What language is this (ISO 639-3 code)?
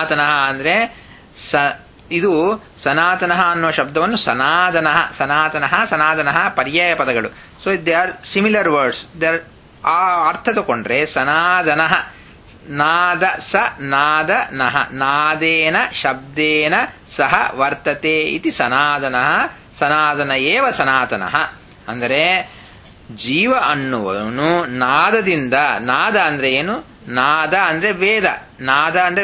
kan